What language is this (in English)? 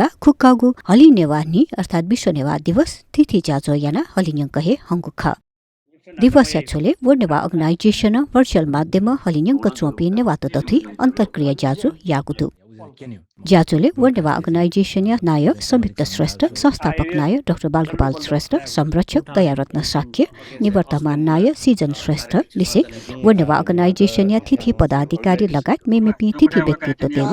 Newari